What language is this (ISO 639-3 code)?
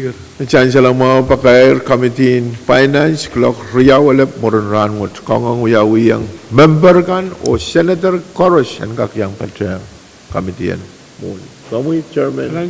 pon